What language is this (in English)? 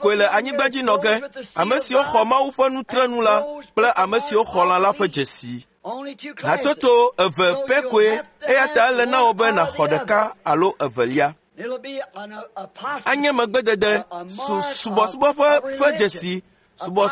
Ewe